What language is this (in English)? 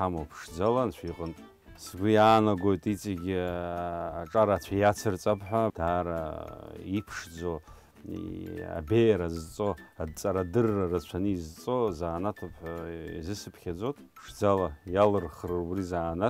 Abkhazian